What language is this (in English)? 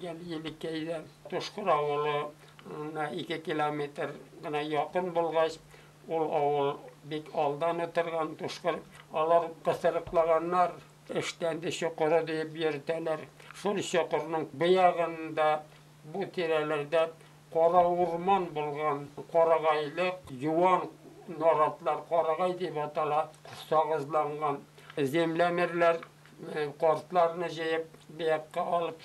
Bashkir